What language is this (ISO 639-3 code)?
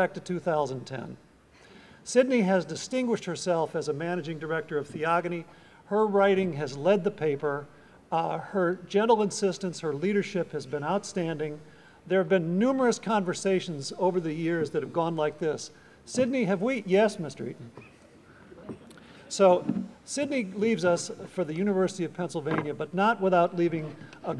eng